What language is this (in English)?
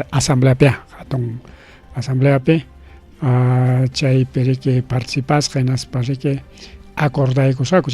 Ayacucho Quechua